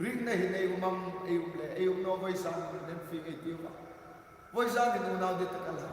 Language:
Hmar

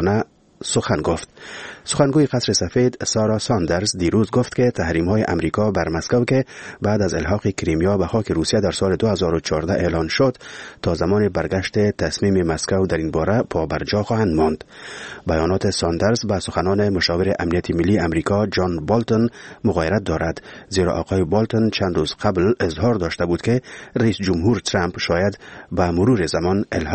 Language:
Persian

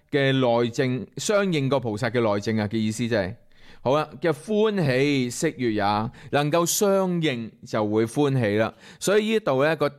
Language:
Cantonese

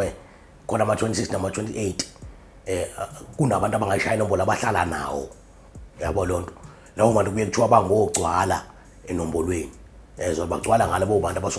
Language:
Zulu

